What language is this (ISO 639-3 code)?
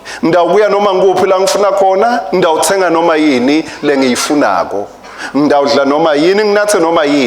ssw